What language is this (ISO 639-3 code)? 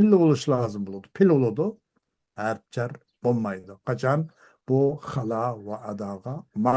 uig